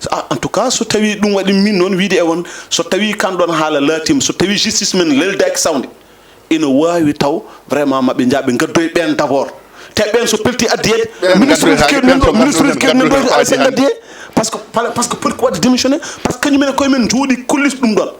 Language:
Fula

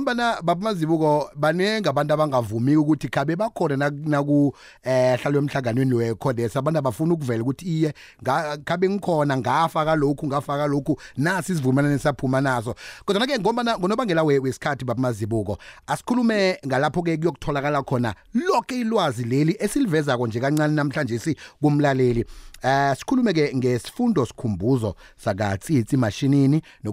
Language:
South Ndebele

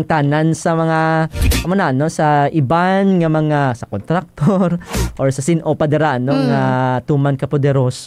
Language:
Hiligaynon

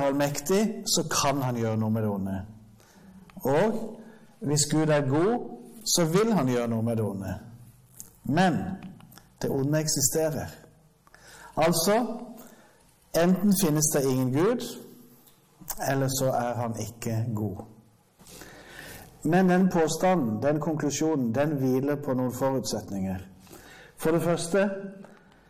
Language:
Norwegian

